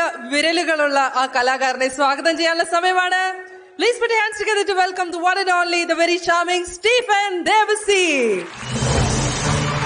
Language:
Malayalam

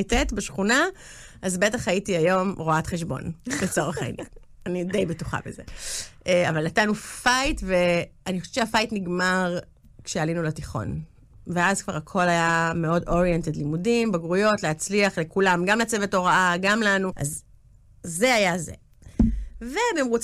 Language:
Hebrew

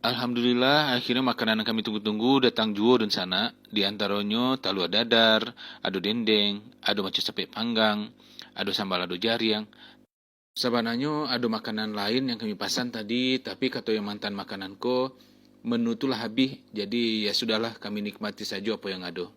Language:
Minangkabau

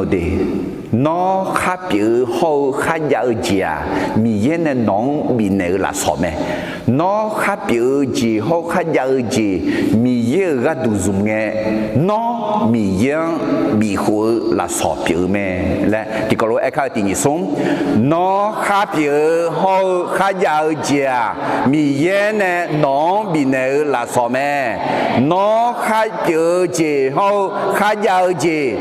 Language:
Akha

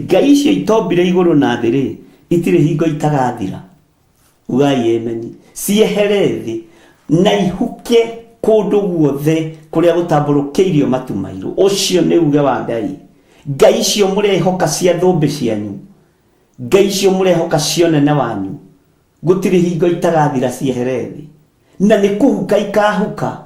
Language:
Kikuyu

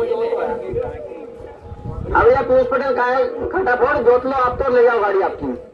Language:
Hindi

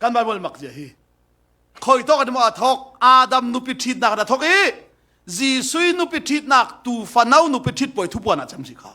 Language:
Falam Chin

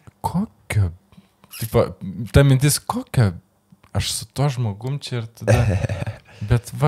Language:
Lithuanian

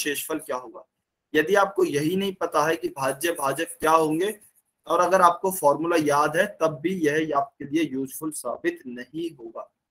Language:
Hindi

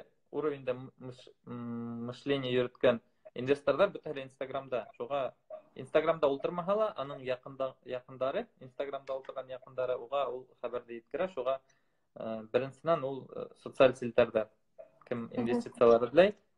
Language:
Bashkir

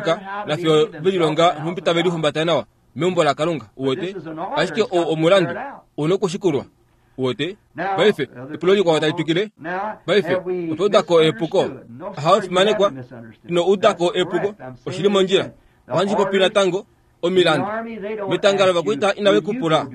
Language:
Kuanyama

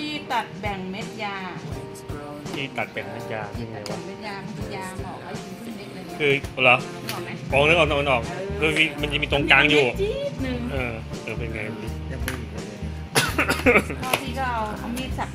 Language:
Thai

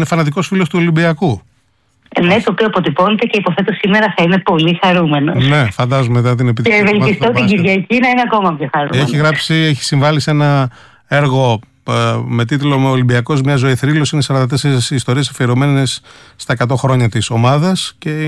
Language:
Greek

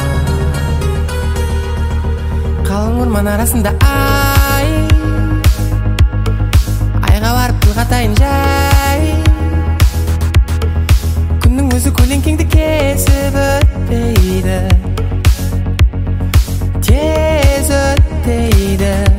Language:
Kazakh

